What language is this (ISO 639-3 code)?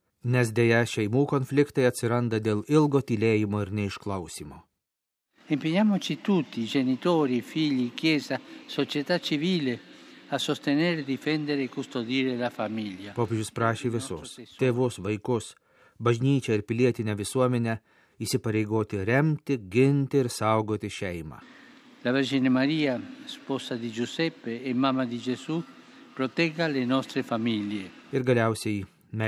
lit